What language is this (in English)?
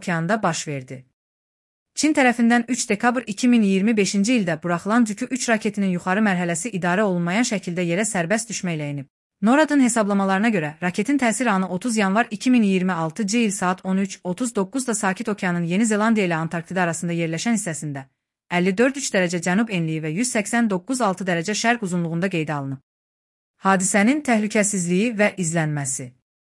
Azerbaijani